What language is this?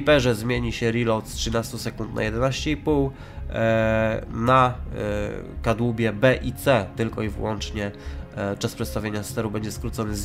Polish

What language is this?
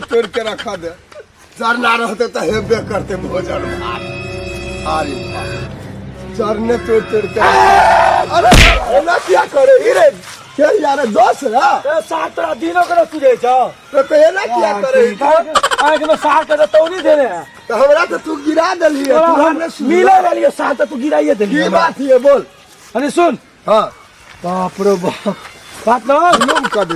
Maithili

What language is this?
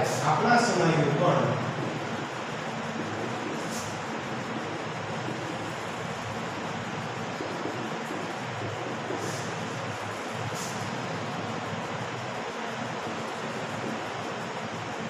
Gujarati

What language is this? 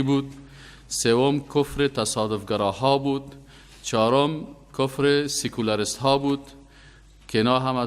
Persian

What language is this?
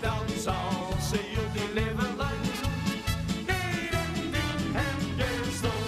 Limburgish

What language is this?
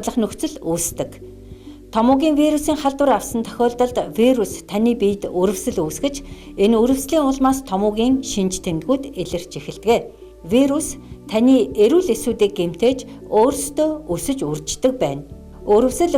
Mongolian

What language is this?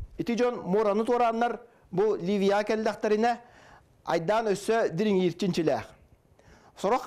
Yakut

